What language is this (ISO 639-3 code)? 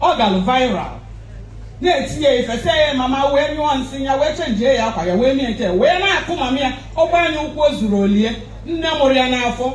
ibo